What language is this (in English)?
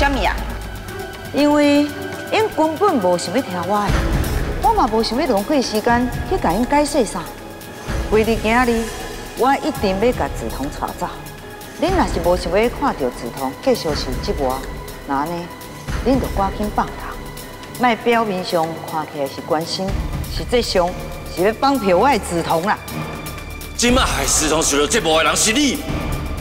Min Nan Chinese